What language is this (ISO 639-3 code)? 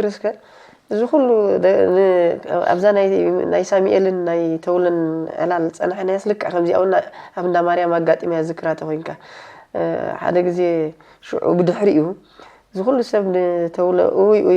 tir